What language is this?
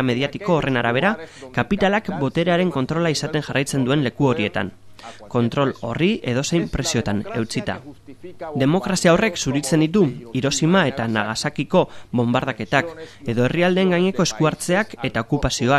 Basque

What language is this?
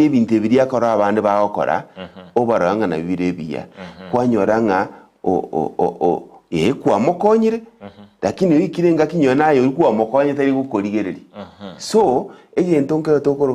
Gusii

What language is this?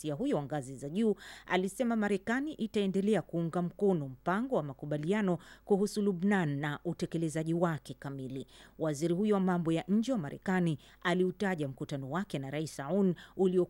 Swahili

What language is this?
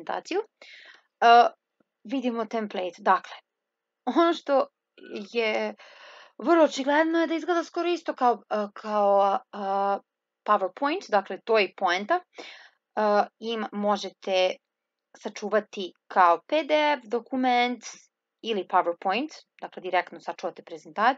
Serbian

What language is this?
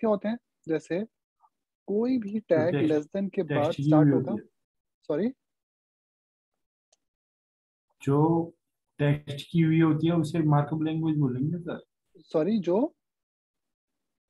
Hindi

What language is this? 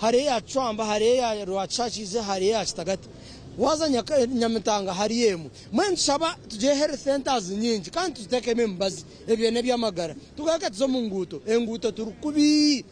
Nyankole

